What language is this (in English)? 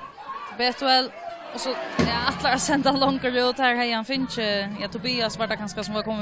Faroese